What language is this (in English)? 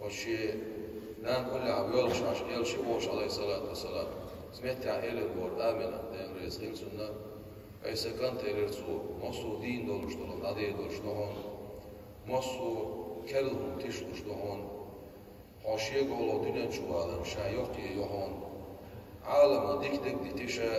Chechen